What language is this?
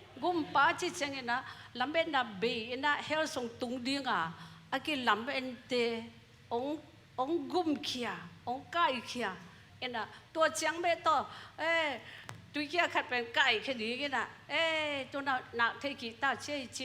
Tedim Chin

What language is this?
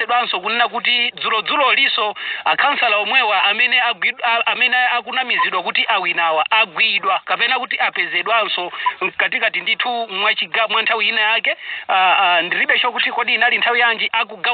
Nyanja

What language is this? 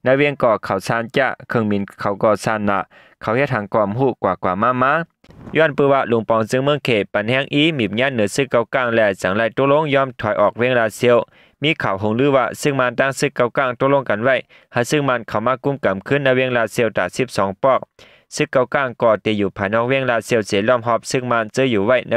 Shan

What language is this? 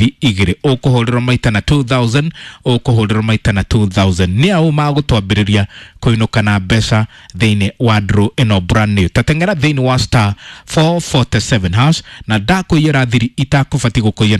Kikuyu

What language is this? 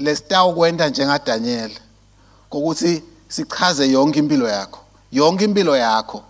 Swati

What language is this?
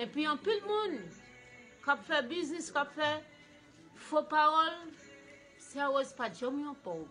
Haitian Creole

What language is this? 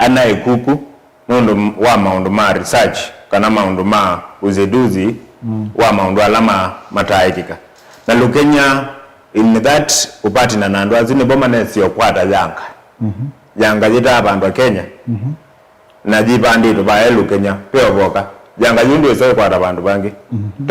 Kamba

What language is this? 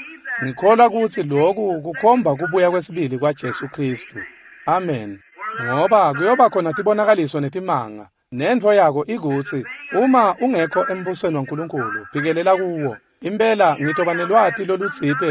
Swati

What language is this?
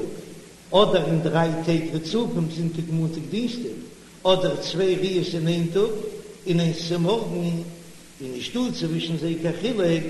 Yiddish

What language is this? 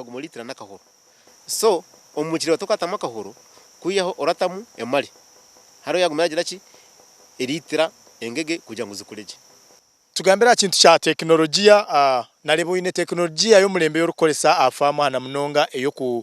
Nyankole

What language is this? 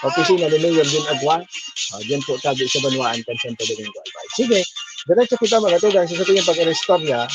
Bikol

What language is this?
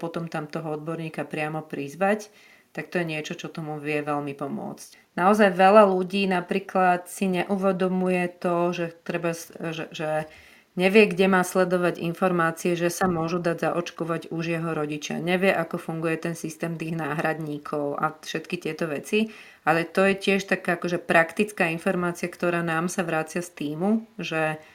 Slovak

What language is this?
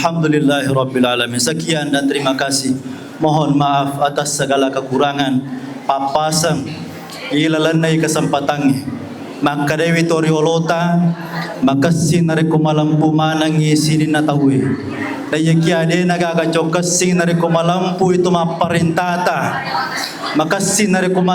Buginese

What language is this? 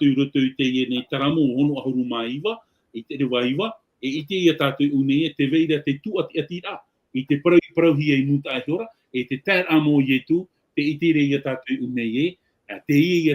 Tahitian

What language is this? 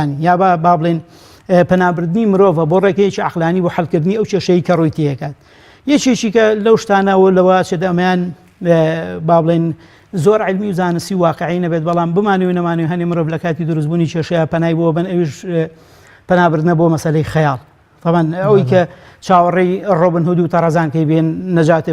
Central Kurdish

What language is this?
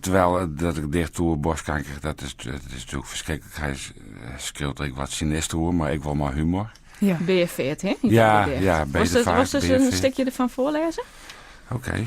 Western Frisian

